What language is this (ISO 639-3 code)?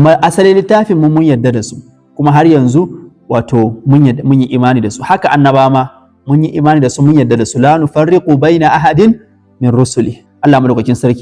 hau